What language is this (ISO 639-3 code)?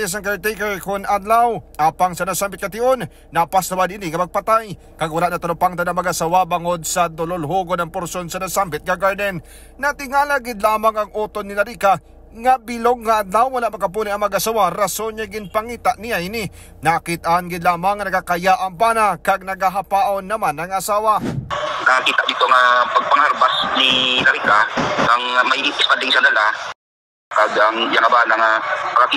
hil